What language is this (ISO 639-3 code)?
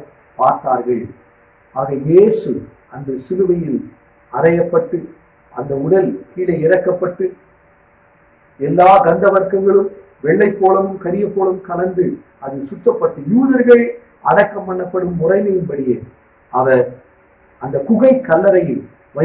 tam